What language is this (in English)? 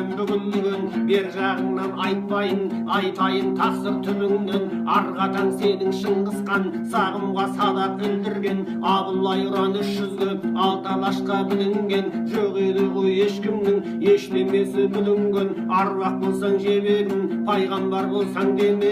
Kazakh